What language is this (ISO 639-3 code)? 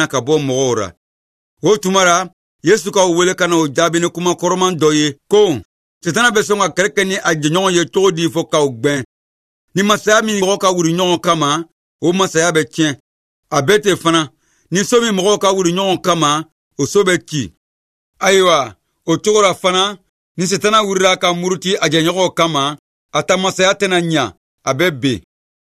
bam